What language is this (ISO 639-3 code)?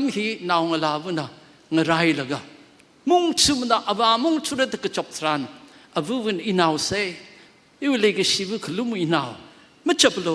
nmf